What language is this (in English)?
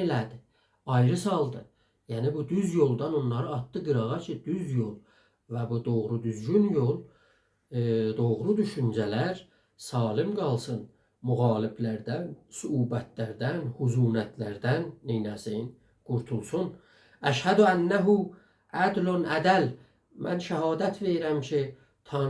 South Azerbaijani